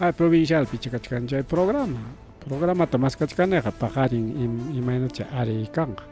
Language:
Ayacucho Quechua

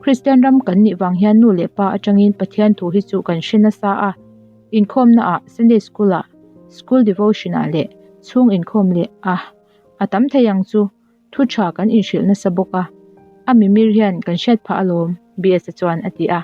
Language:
Mizo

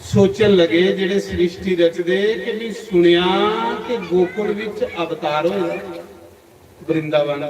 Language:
Dogri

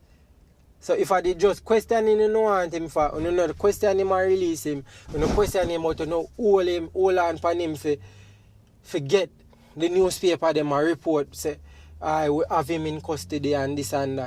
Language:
Jamaican Creole English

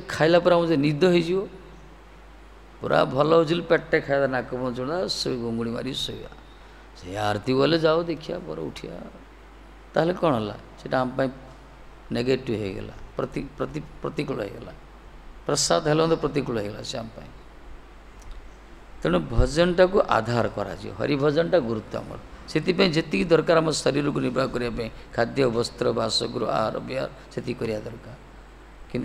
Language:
Odia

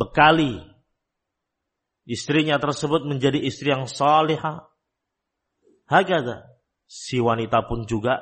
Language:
Indonesian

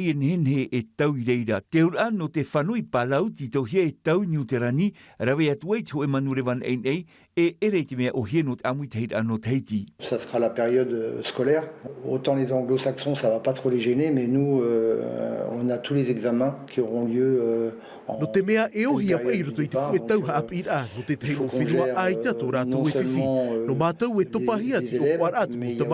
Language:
Tahitian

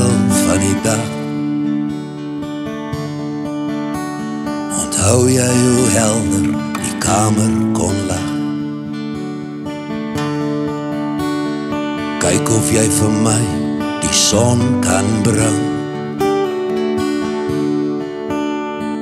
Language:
Afrikaans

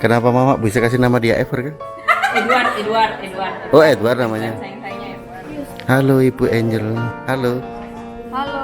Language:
Manado Malay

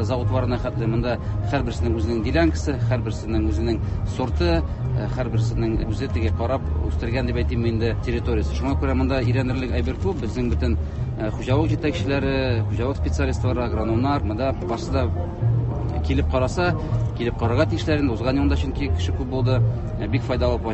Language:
Tatar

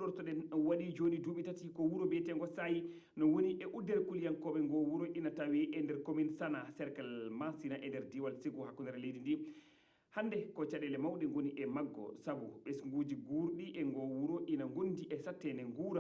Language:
Fula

